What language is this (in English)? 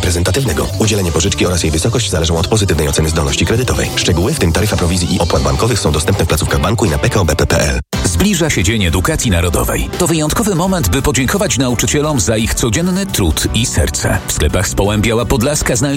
Polish